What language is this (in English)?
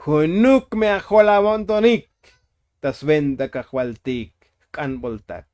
Tzotzil